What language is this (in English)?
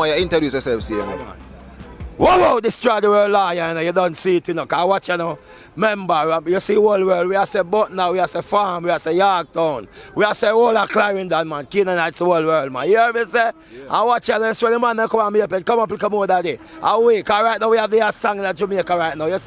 Jamaican Creole English